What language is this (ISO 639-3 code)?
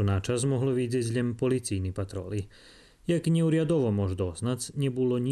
rue